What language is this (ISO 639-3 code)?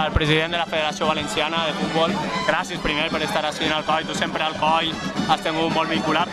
cat